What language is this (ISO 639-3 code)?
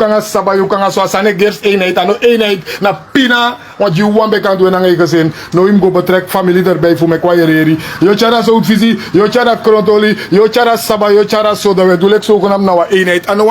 srn